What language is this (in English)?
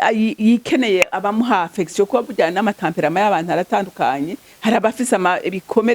Rundi